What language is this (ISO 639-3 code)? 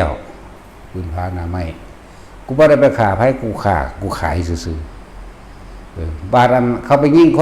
tts